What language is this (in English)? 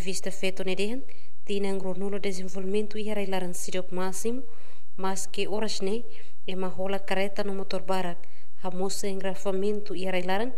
Tetum